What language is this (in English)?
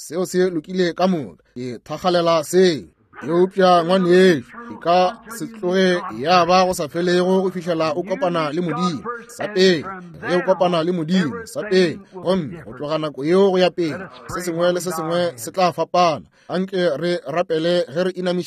Northern Sotho